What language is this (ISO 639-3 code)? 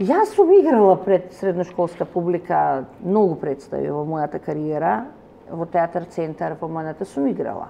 mkd